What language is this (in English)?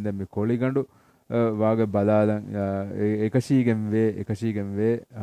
Divehi